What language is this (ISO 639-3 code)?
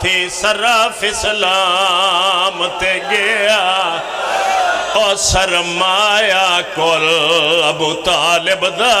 phr